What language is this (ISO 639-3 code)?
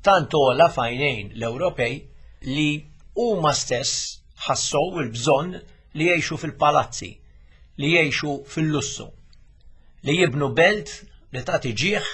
mlt